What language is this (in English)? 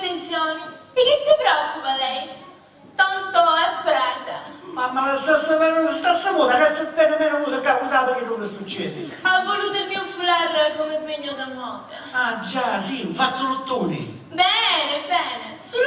Sicilian